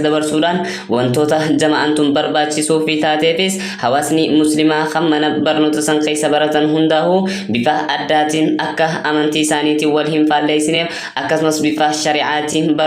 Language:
Oromo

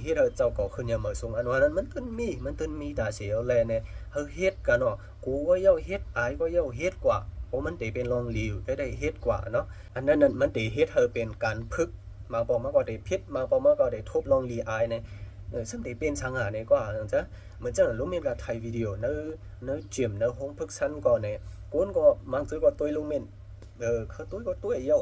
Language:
Shan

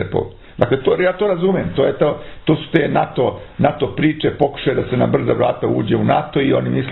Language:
Serbian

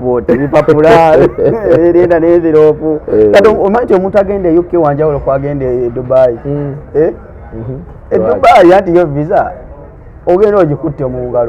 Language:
Ganda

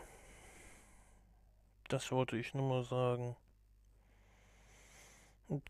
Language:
German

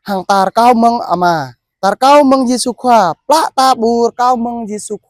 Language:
Jarai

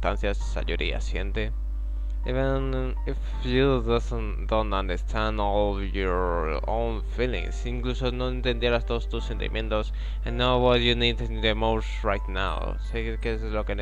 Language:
Spanish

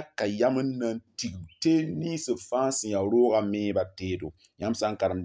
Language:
Mossi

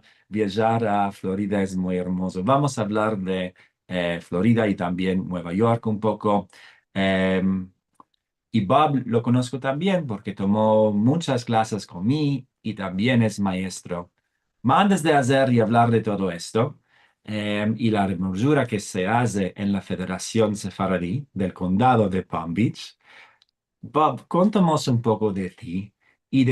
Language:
Ladino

